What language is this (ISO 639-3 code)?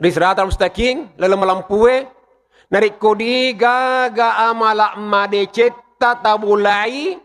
bug